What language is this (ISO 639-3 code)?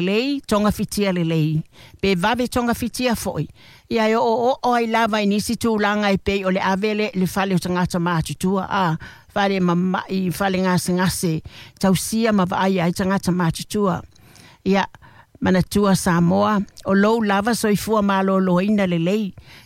smo